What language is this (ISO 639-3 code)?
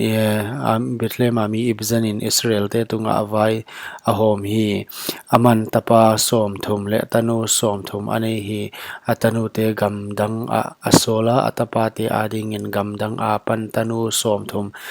pck